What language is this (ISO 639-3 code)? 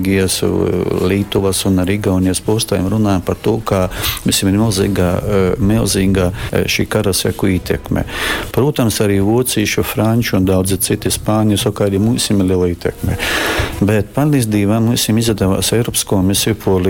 ltg